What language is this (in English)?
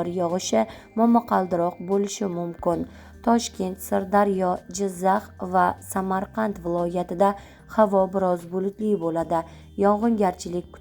Uzbek